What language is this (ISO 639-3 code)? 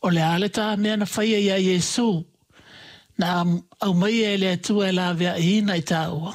smo